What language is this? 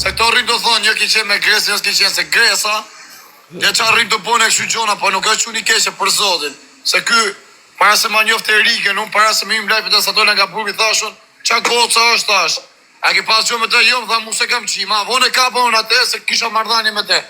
Albanian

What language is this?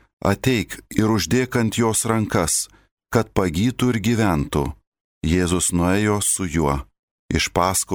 Lithuanian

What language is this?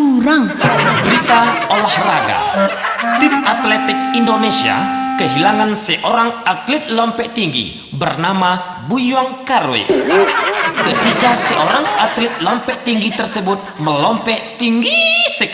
Minangkabau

